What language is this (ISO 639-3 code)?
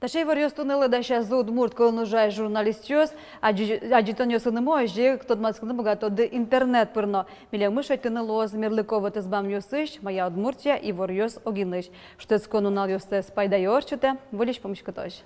udm